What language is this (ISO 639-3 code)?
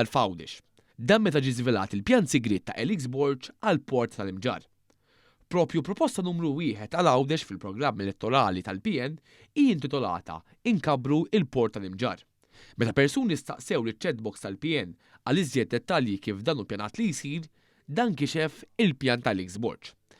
mlt